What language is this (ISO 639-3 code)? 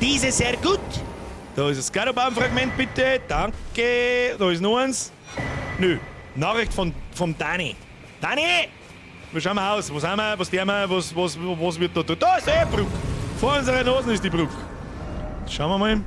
bar